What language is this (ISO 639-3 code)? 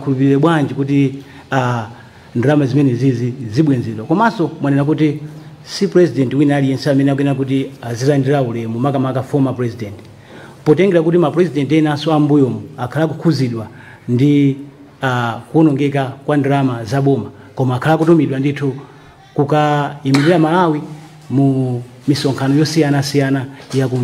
nya